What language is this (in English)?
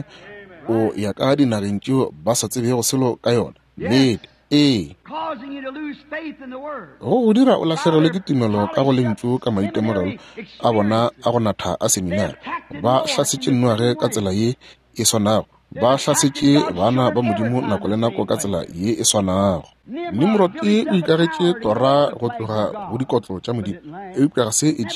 Northern Sotho